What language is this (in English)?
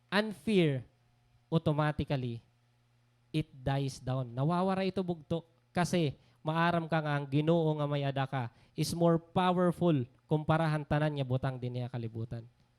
Waray